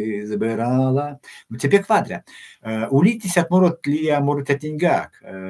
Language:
Erzya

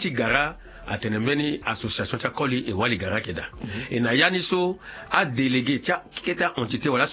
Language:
Sango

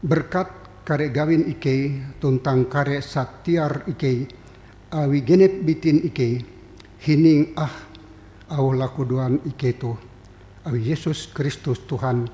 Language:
Ngaju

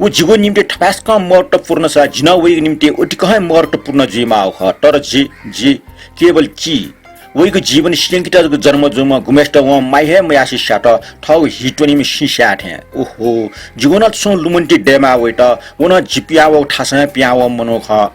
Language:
Newari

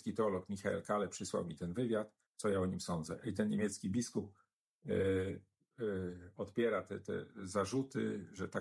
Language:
Polish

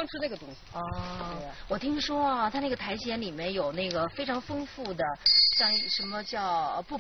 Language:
Chinese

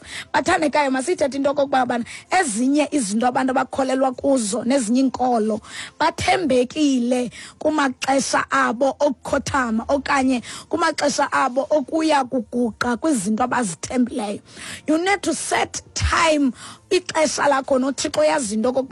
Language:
Xhosa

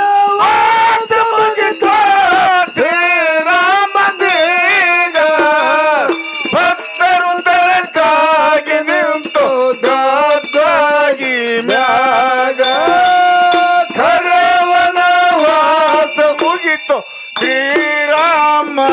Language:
Kannada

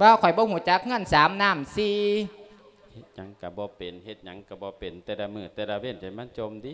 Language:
Lao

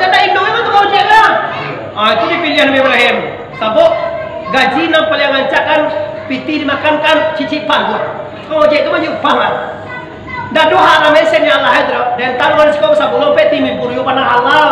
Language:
Minangkabau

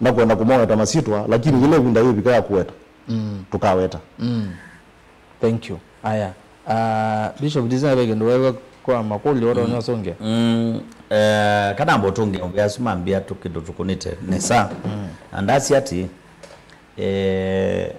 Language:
Kamba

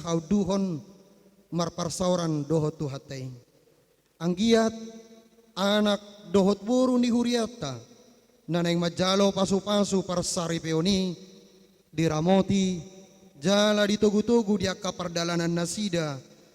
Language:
Batak Toba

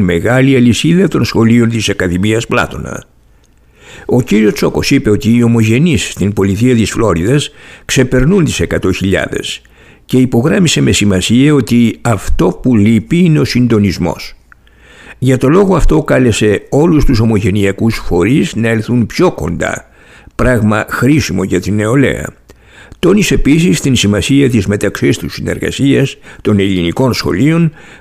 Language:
Greek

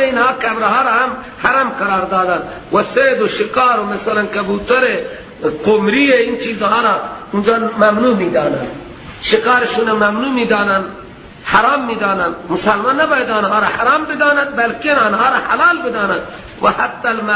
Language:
Persian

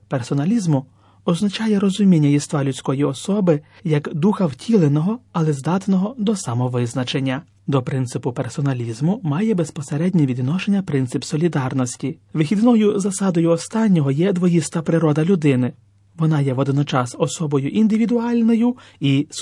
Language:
Ukrainian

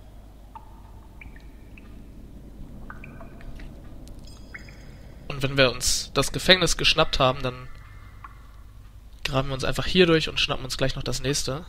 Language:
German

